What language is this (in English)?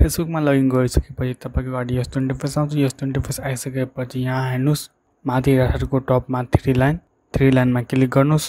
Nepali